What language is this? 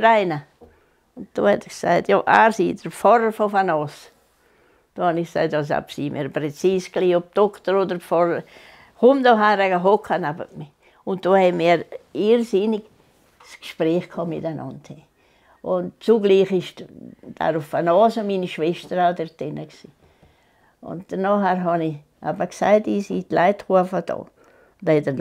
Swiss German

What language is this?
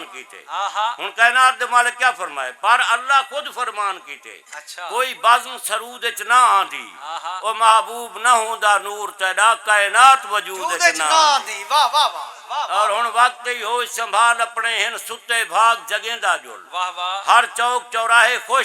Saraiki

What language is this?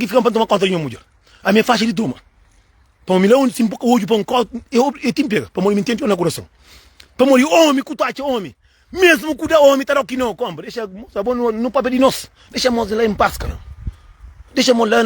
Kabuverdianu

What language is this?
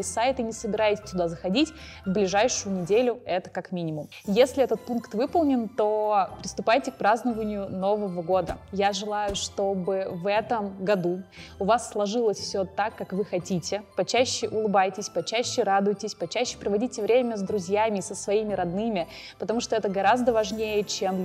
Russian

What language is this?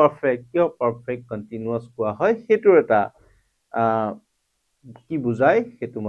Assamese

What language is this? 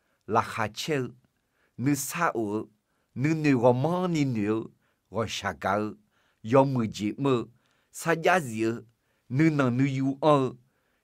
Akha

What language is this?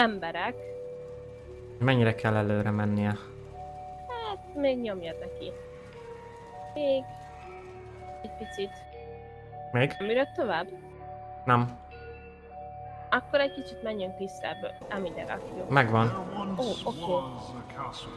Hungarian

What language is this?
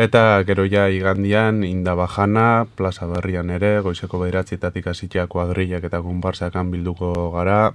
Basque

